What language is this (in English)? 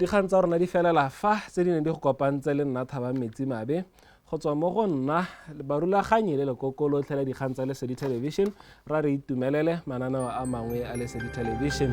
Tswana